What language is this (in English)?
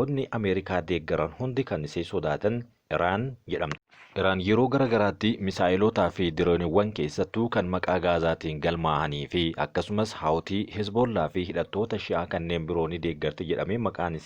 Oromo